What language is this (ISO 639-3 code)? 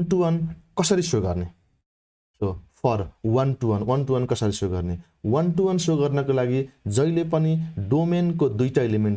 nep